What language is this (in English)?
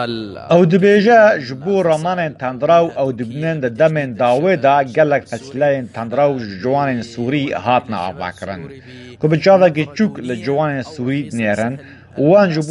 Kurdish